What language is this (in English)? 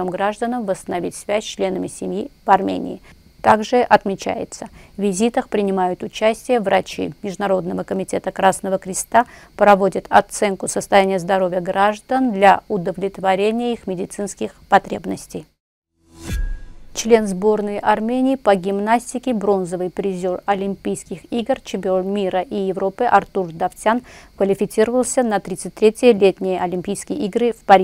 Russian